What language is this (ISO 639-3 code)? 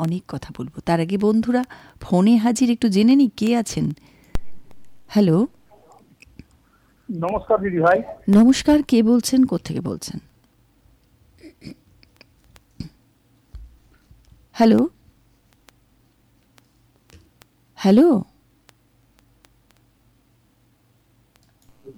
ben